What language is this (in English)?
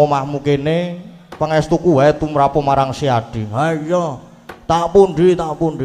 Javanese